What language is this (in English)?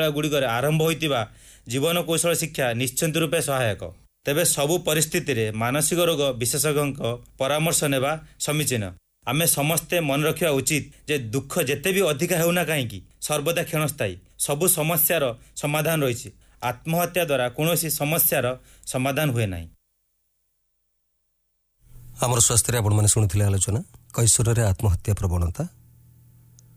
Odia